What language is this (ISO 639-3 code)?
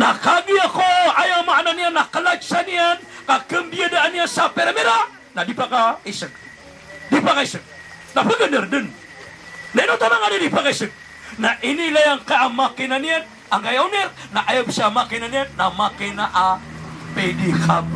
mrw